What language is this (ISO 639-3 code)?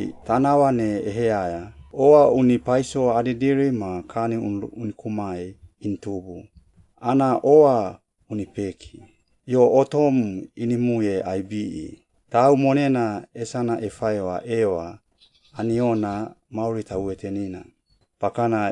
swp